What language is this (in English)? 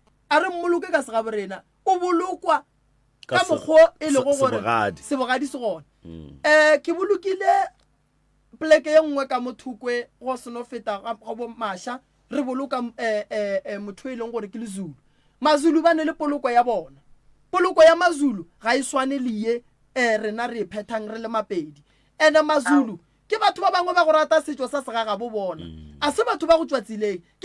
Northern Sotho